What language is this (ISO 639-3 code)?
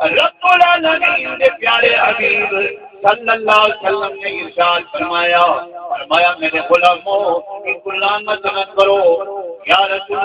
skr